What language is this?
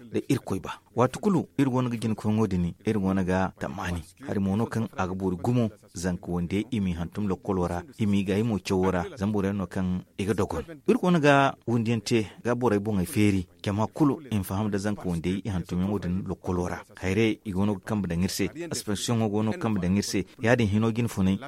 Zarma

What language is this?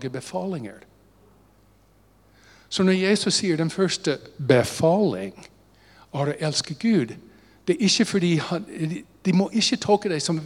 Norwegian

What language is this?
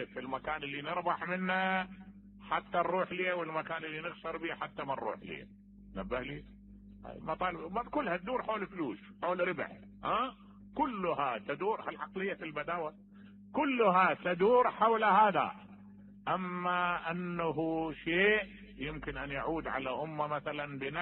Mesopotamian Arabic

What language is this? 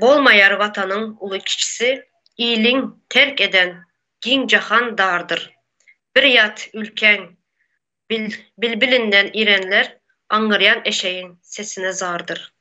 Turkmen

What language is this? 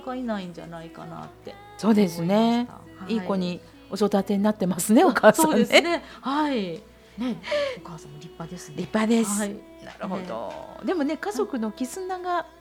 Japanese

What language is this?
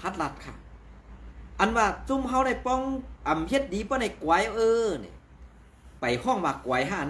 Shan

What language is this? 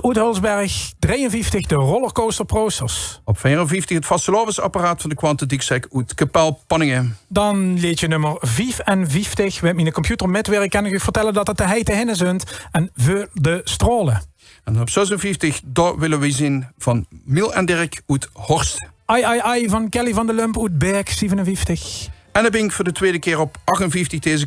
Limburgish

